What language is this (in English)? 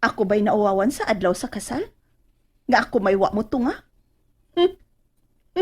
Cebuano